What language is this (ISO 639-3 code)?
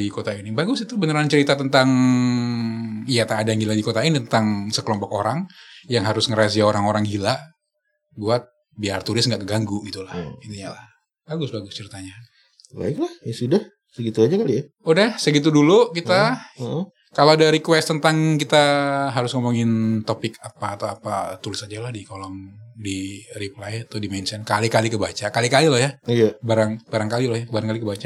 ind